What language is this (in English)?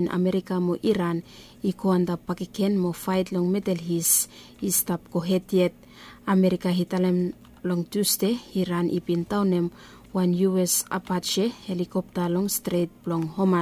Bislama